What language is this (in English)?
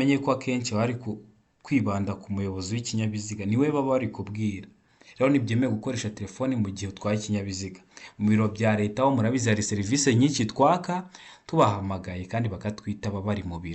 Kinyarwanda